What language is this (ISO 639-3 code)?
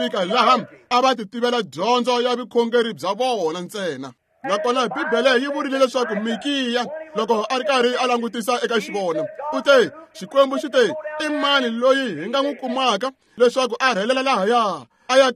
tso